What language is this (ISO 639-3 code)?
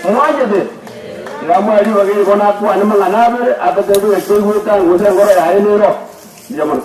guz